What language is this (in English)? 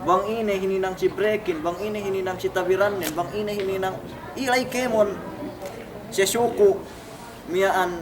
Yakan